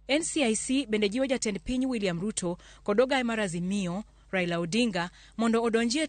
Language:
Luo (Kenya and Tanzania)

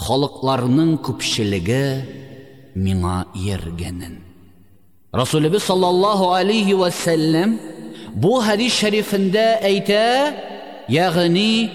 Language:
Tatar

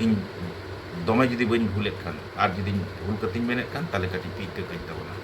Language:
Santali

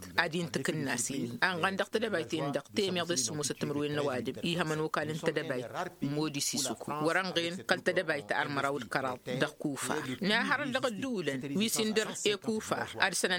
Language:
Tamasheq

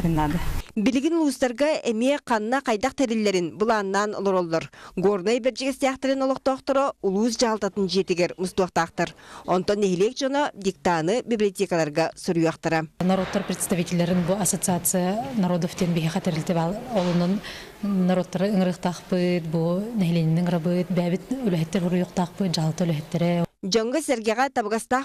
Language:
Yakut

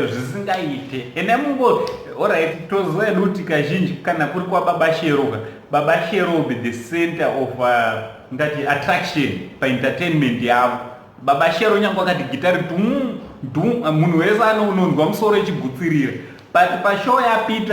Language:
Shona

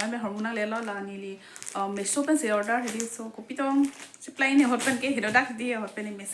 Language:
Karbi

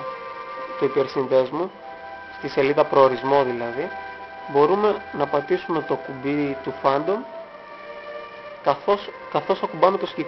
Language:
Greek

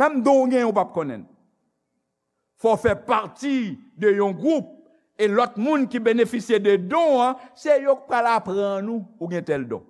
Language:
Haitian Creole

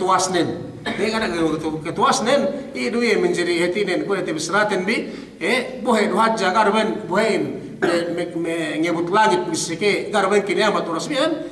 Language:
Yakan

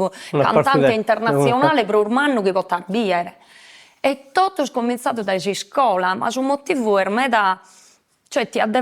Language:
Sardinian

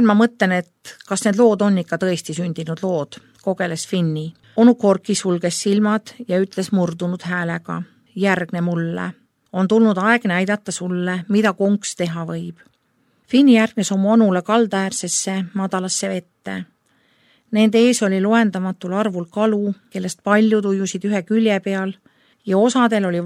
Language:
Estonian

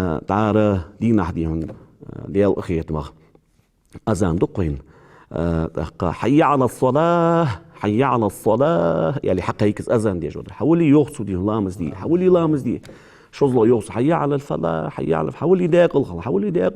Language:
Ingush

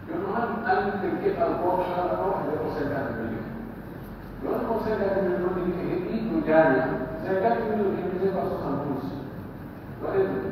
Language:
Pular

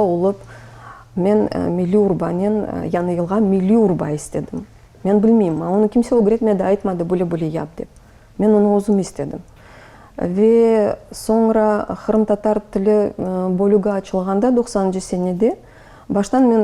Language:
Crimean Tatar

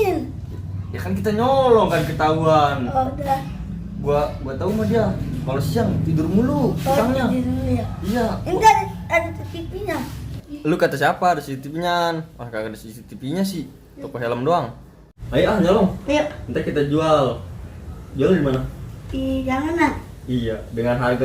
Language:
Betawi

